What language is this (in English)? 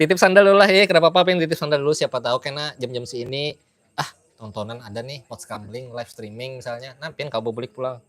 Banjar